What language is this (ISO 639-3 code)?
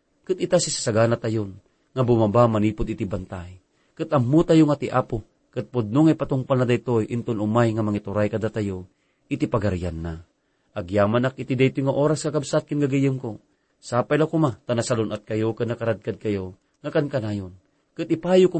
ilo